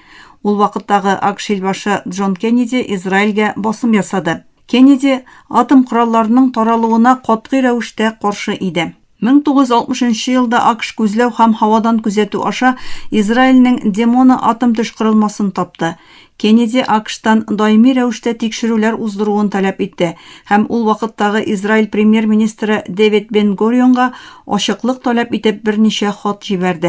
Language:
Tatar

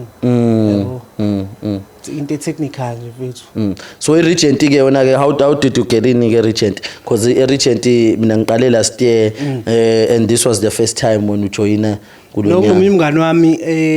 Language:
Zulu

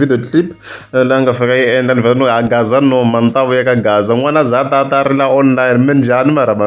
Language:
Tsonga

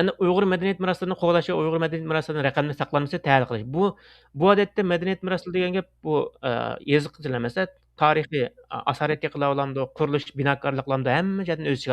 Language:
Uyghur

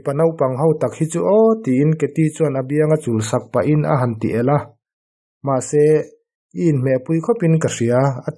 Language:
Mizo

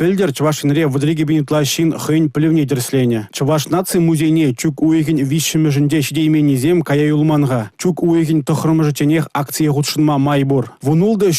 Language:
Chuvash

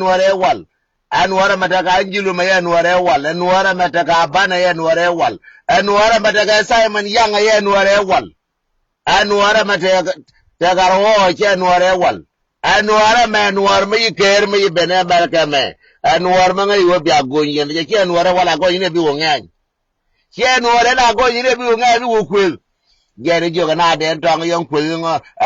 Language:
Nuer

